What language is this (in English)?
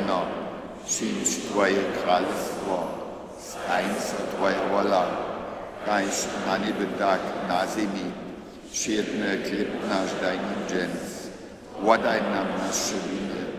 Upper Sorbian